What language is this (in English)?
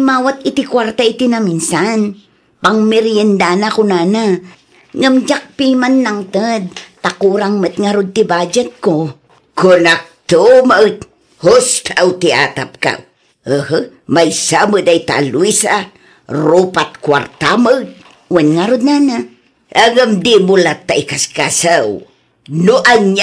Iloko